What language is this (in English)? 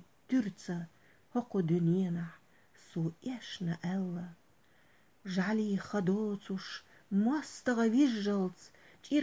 Chechen